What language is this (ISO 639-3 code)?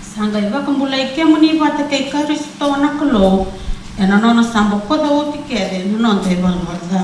fij